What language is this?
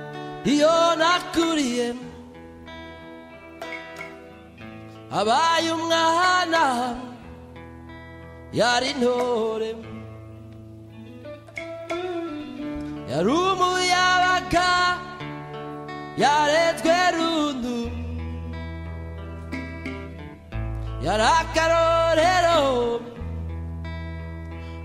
Kinyarwanda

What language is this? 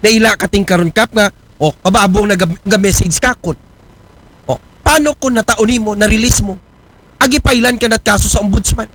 Aklanon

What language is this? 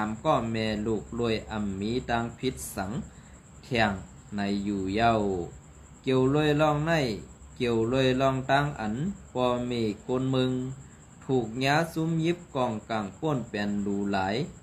Shan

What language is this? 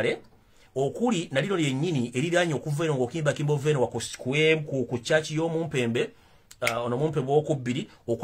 Ganda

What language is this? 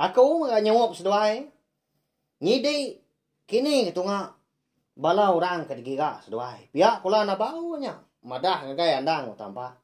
Iban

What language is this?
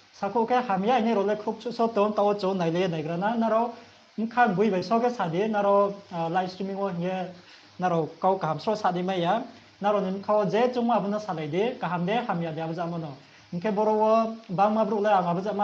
Riang (India)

